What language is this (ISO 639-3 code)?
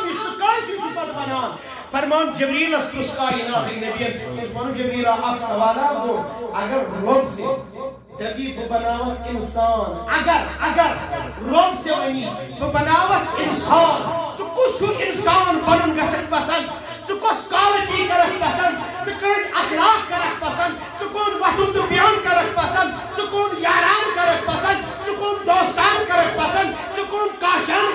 kas